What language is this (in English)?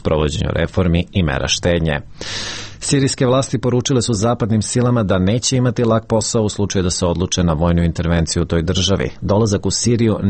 Serbian